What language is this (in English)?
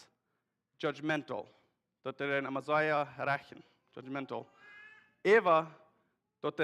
Plautdietsch